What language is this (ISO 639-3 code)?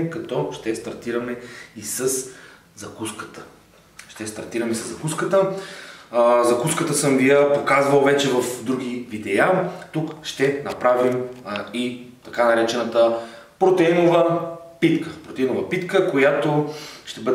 bul